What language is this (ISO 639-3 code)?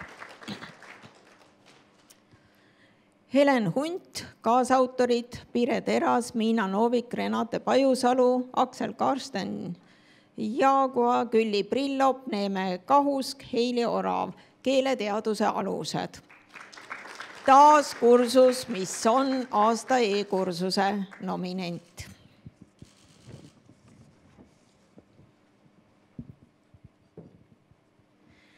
est